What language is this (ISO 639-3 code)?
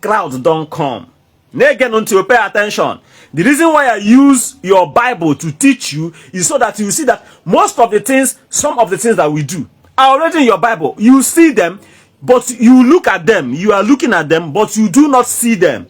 ibo